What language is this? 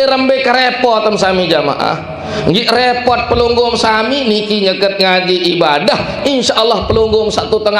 Sasak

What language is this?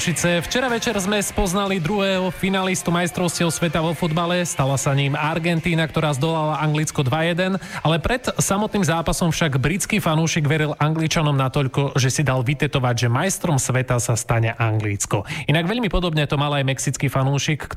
Slovak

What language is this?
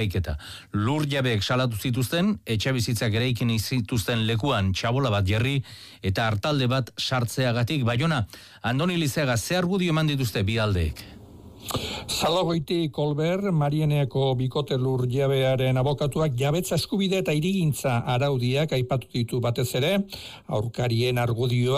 Basque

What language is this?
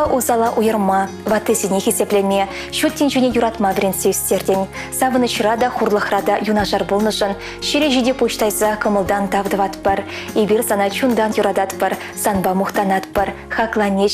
Chuvash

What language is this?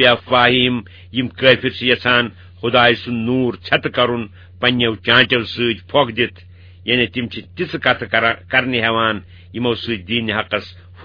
Kashmiri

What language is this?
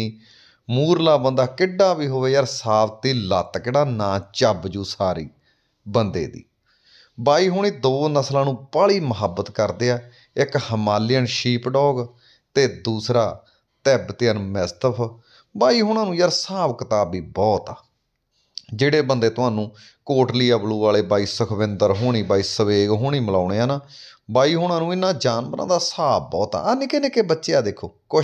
Punjabi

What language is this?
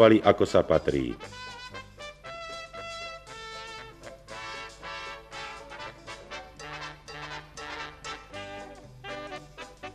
Slovak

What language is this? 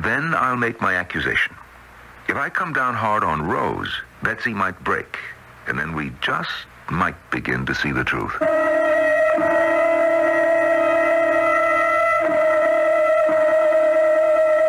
English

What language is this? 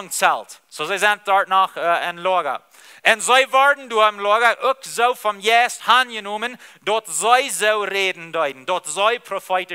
Plautdietsch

